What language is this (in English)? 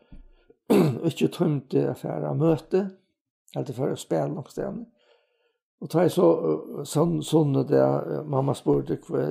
Faroese